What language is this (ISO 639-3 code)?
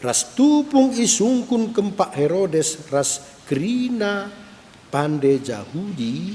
btx